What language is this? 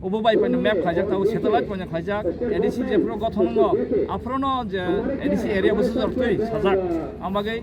Kok Borok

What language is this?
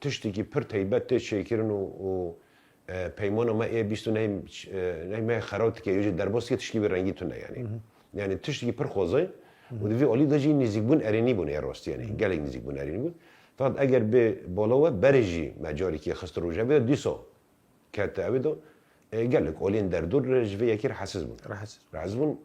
Kurdish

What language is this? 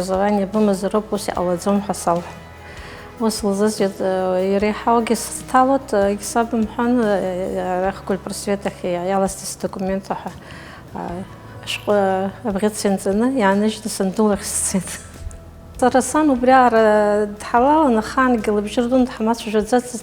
Abkhazian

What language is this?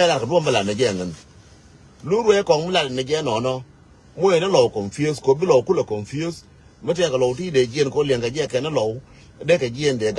Nuer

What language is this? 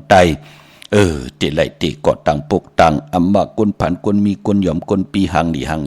Shan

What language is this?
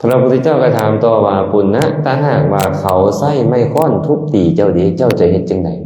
Lao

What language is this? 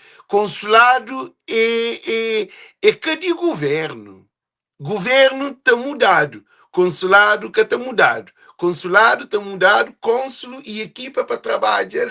Kabuverdianu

